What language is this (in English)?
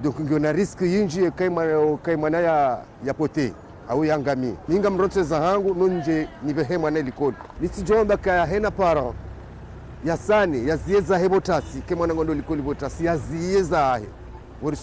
Ngazidja Comorian